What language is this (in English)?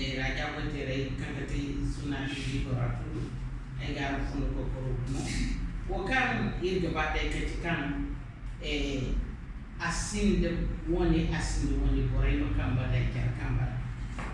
Zarma